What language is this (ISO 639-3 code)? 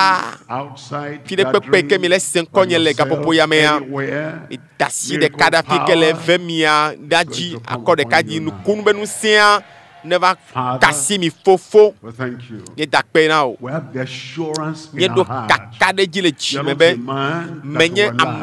ewe